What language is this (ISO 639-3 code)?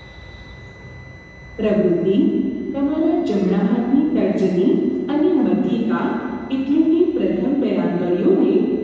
guj